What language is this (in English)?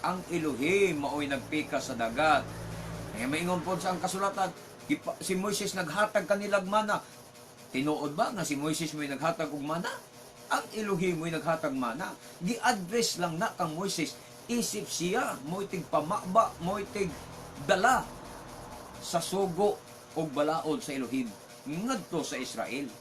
Cebuano